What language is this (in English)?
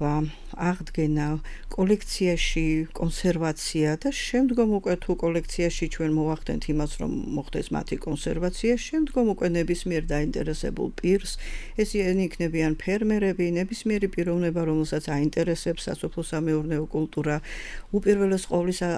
Georgian